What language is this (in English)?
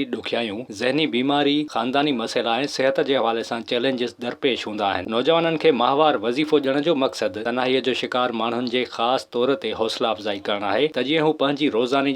Sindhi